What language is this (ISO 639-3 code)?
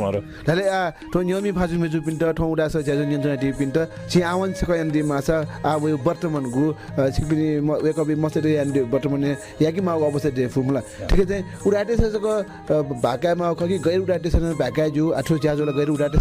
new